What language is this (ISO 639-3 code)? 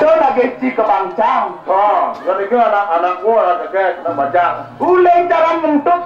ban